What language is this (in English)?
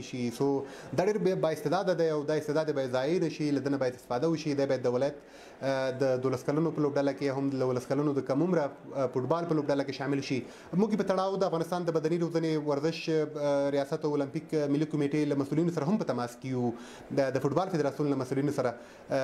Pashto